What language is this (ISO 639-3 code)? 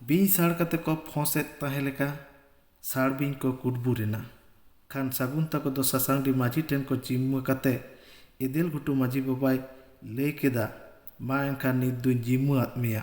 sat